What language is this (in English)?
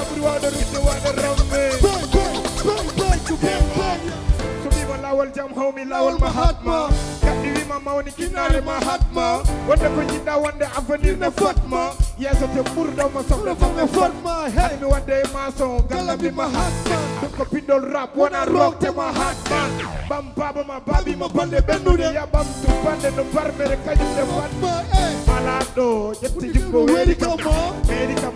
Fula